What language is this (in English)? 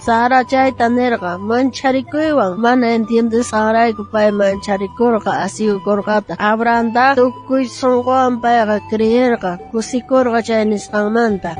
South Bolivian Quechua